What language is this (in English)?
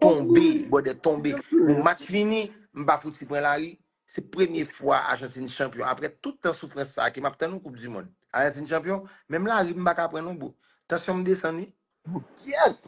Haitian Creole